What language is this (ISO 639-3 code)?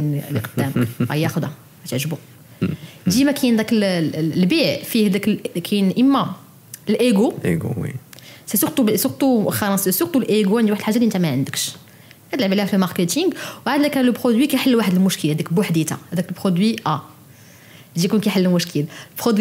ary